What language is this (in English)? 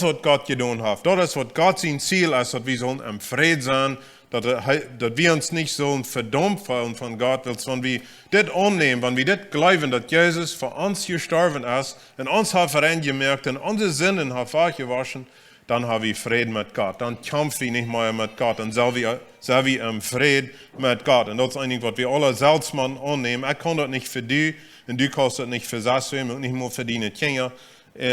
Plautdietsch